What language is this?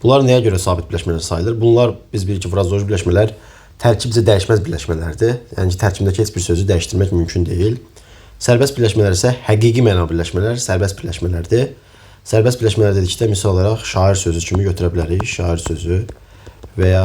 Azerbaijani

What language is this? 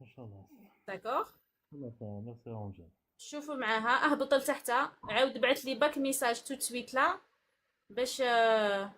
Algerian Arabic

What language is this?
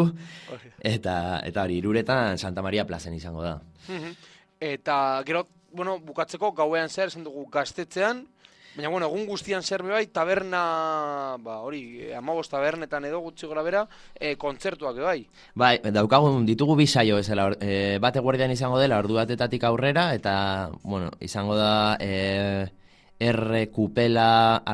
Basque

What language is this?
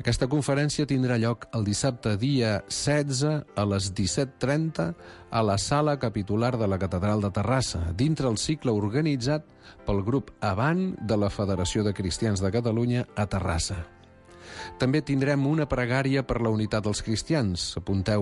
Catalan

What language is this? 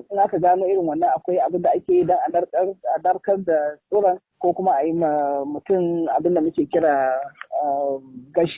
Hausa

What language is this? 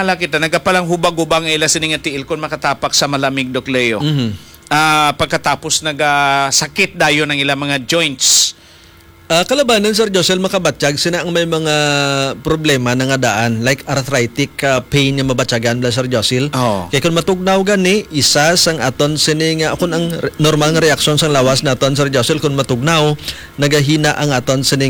Hiligaynon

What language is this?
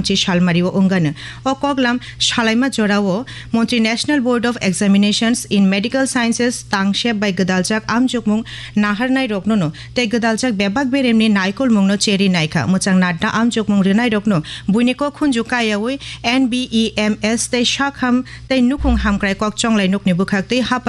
Kok Borok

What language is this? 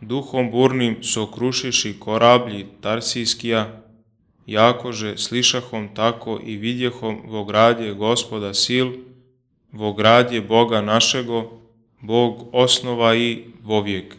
Church Slavic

